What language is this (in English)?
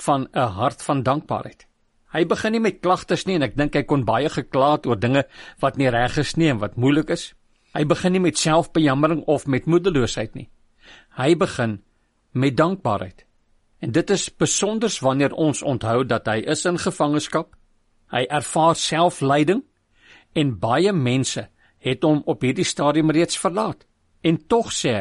Afrikaans